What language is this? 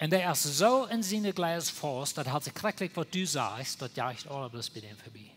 Plautdietsch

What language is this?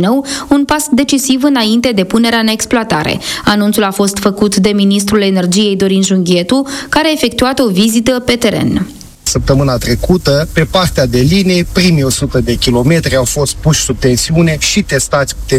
Romanian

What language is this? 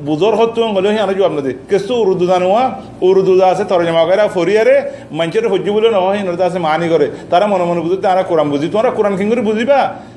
Rohingya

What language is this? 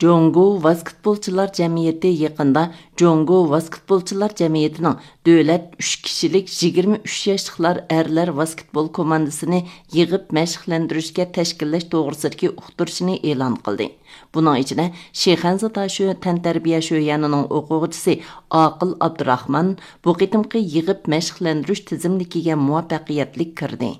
Uyghur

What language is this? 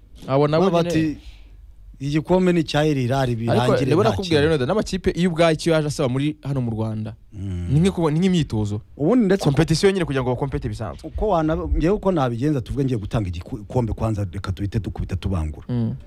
Kinyarwanda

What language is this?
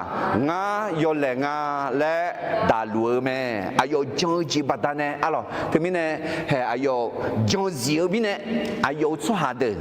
Akha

